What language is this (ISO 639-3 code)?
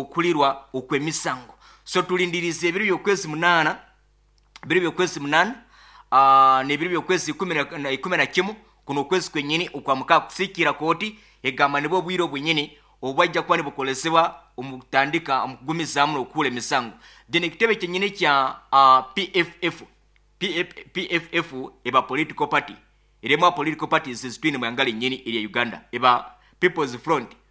nyo